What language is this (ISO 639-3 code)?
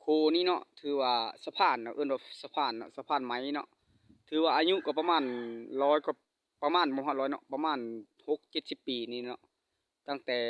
lao